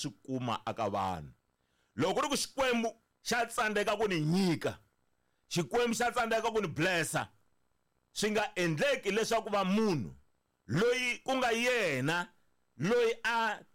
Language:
Tsonga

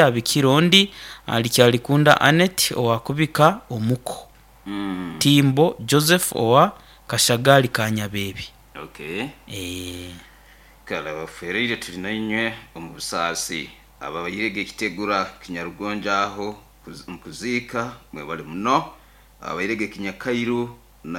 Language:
Nyoro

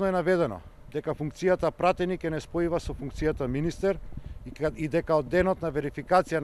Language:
Macedonian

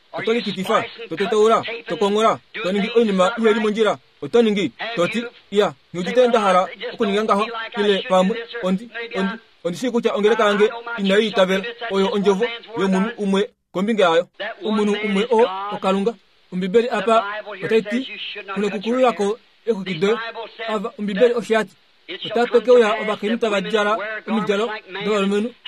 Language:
Kuanyama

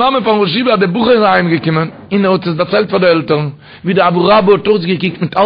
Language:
Yiddish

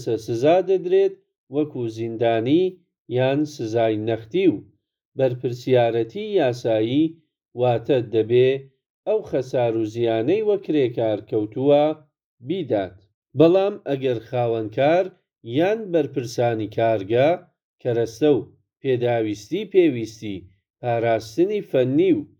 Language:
Central Kurdish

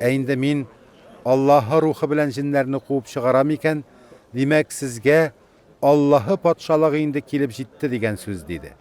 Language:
Tatar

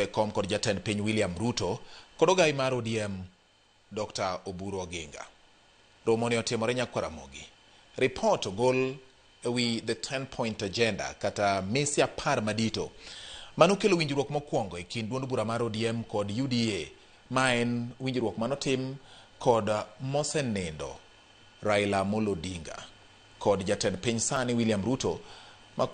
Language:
Luo (Kenya and Tanzania)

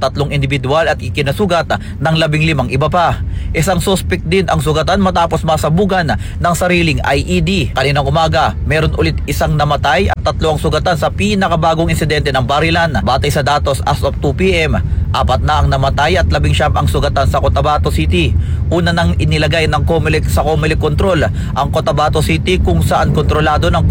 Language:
Filipino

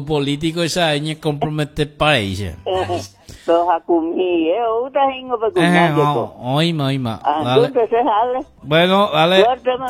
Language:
Guarani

